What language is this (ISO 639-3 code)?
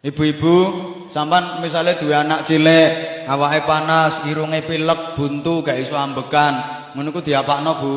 jav